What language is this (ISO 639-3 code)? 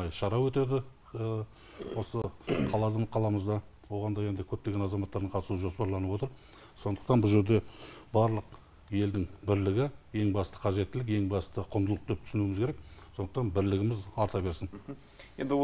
kaz